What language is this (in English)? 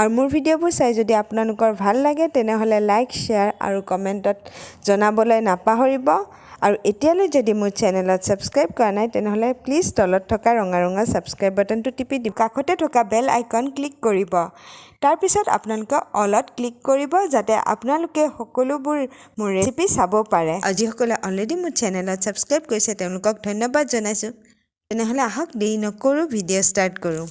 Assamese